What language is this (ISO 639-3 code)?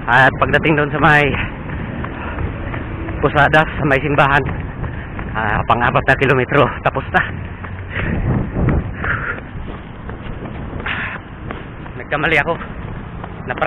fil